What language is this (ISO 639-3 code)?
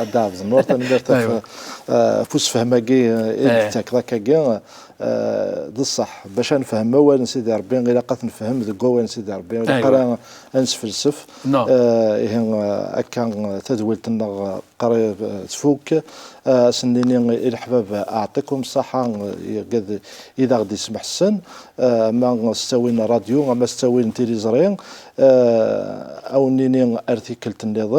kab